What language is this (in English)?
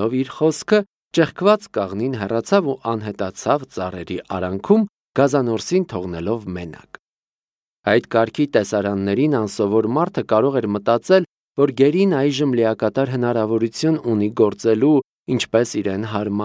Armenian